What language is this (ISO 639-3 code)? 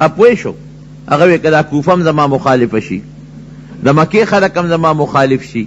pus